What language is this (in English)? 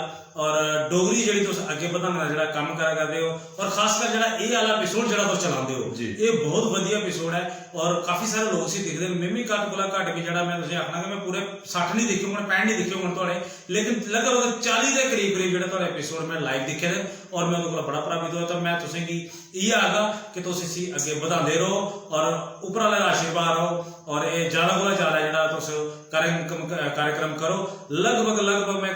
Dogri